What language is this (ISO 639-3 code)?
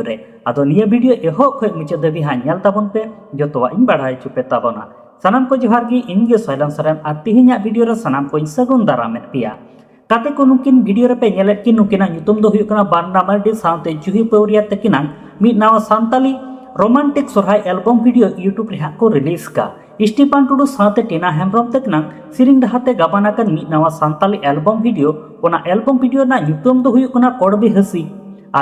sat